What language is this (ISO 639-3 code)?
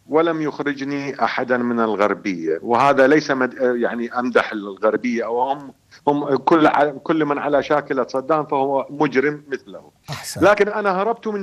ara